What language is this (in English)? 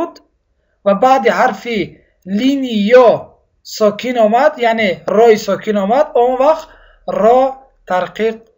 Tajik